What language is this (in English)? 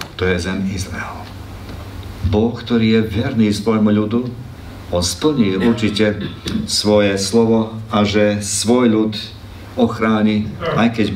Slovak